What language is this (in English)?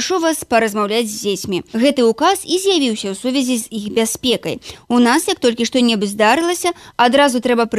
Belarusian